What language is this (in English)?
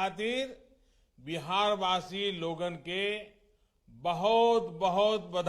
Angika